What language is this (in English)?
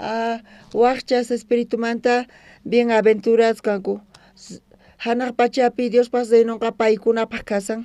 South Bolivian Quechua